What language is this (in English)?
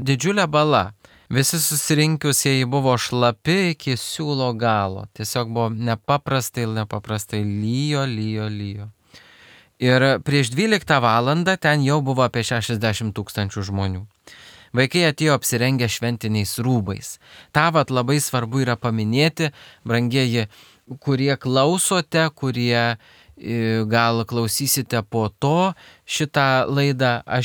Lithuanian